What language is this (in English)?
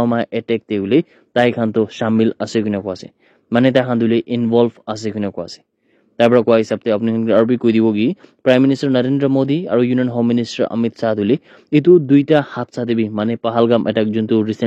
Naga Pidgin